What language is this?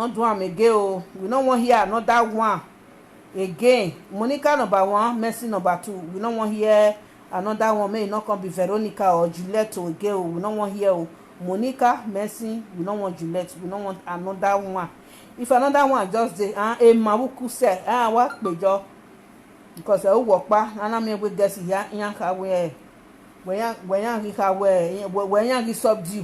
Nigerian Pidgin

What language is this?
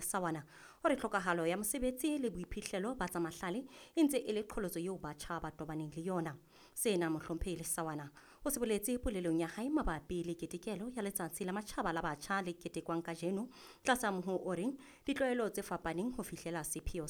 Southern Sotho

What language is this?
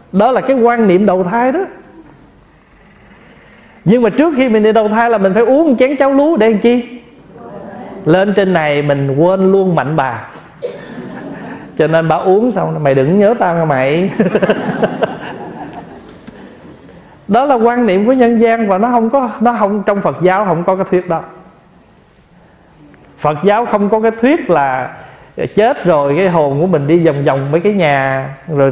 Vietnamese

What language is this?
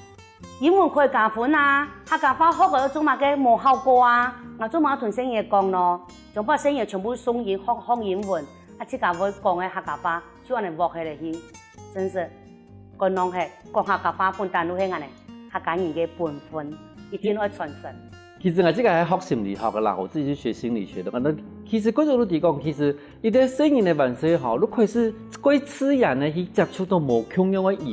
Hakka Chinese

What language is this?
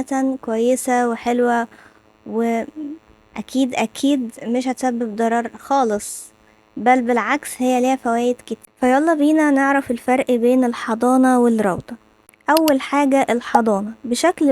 Egyptian Arabic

